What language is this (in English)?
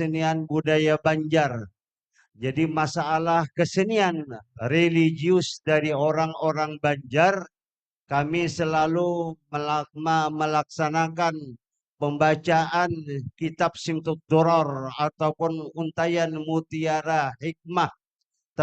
Banjar